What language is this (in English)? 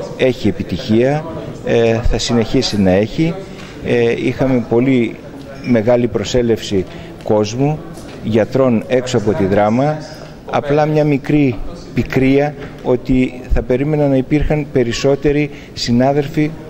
Greek